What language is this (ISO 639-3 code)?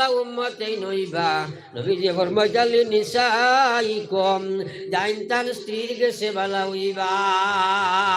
syl